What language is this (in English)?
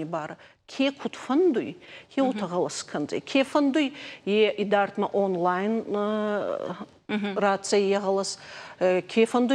Ossetic